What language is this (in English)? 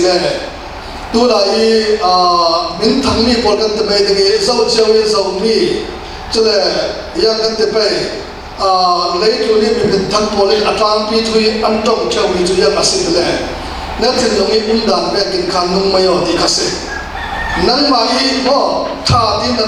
Falam Chin